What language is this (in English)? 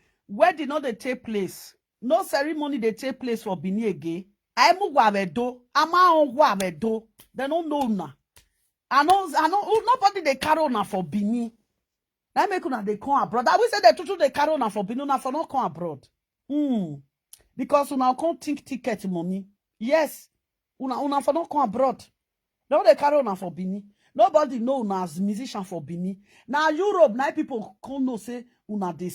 Nigerian Pidgin